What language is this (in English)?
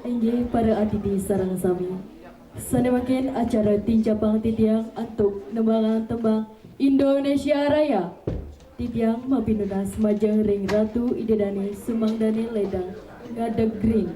Balinese